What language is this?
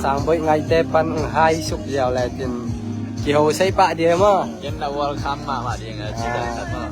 Tedim Chin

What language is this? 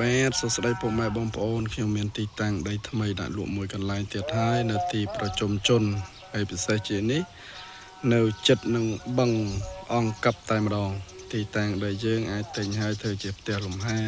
Khmer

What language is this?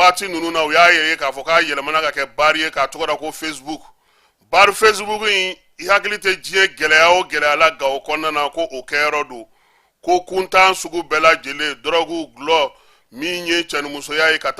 Bambara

